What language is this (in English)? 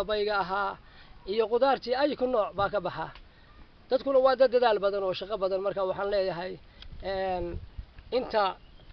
Somali